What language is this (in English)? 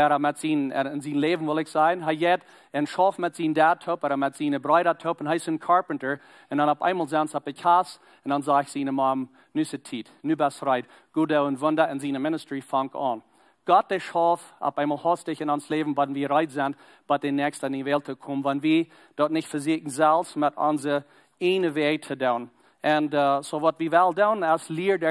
Plautdietsch